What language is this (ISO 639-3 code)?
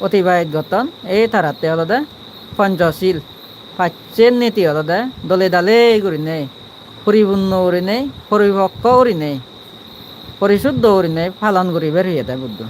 ccp